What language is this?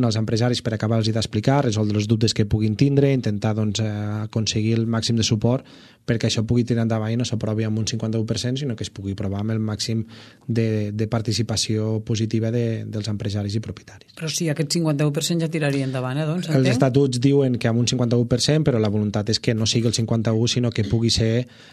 Catalan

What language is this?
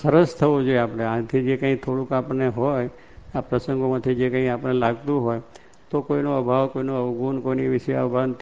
Gujarati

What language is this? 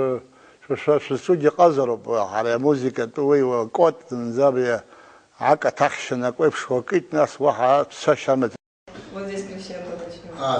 Abkhazian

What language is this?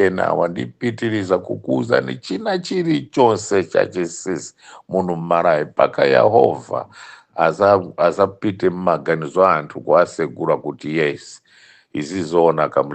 Nyanja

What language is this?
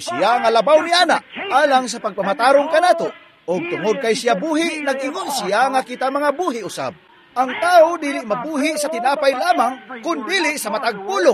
Cebuano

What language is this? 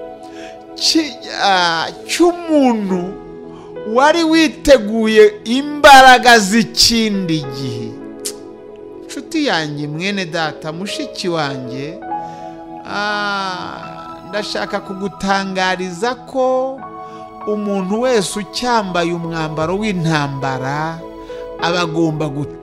Kinyarwanda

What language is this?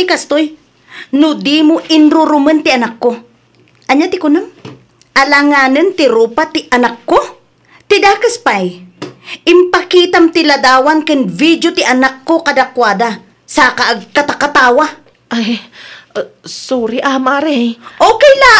Iloko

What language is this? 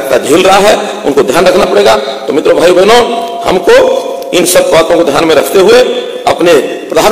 Hindi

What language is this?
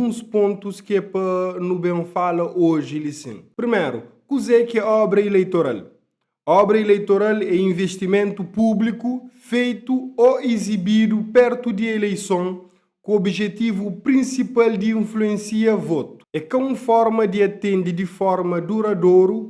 Kabuverdianu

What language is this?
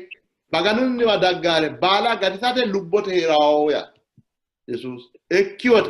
Sidamo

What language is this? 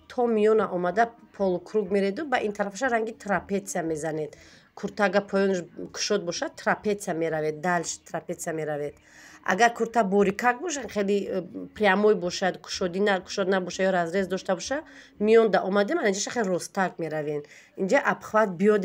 Tajik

